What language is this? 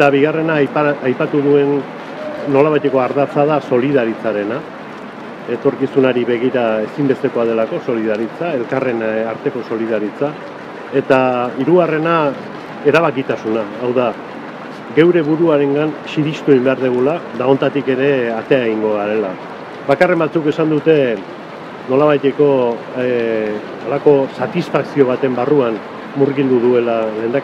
Basque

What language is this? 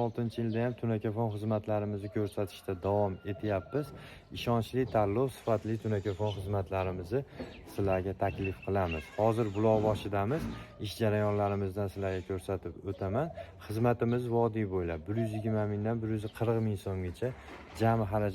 Uzbek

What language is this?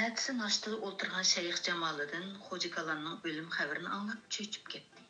Uyghur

